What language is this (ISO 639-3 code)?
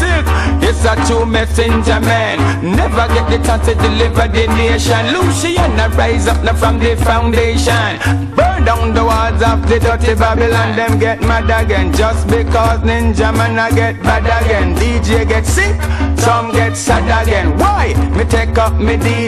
jam